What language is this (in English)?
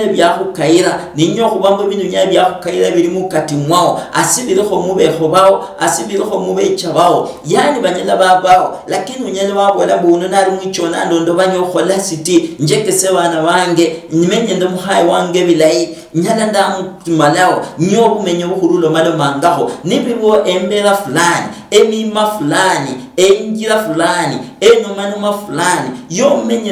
Luyia